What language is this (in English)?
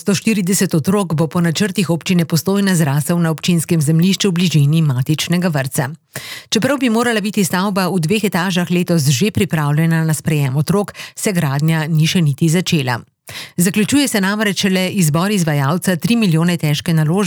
Slovenian